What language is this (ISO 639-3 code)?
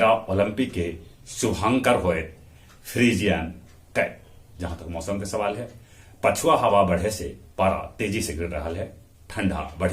mag